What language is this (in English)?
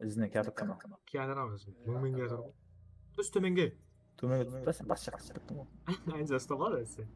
Kara-Kalpak